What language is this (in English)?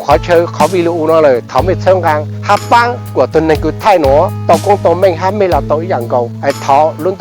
Hmong